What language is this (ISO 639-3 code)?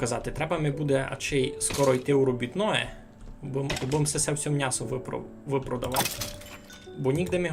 rue